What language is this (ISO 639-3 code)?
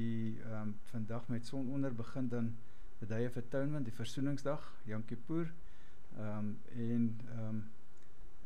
afr